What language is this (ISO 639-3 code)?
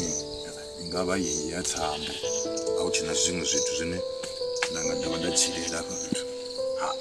ven